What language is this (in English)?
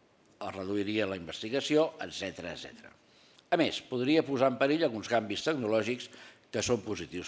Catalan